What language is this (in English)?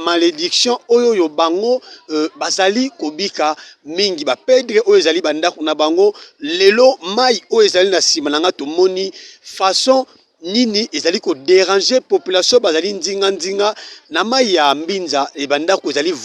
Lingala